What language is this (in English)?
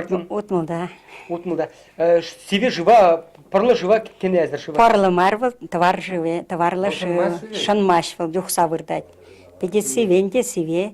Chuvash